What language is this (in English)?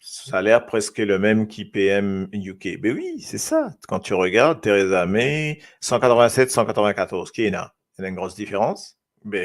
Morisyen